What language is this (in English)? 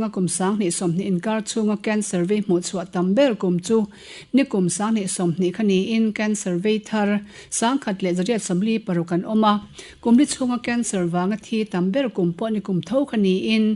Mizo